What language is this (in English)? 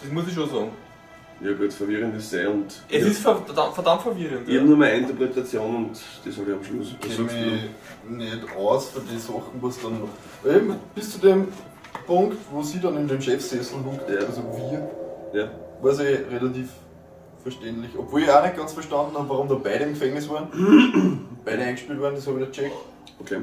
Bavarian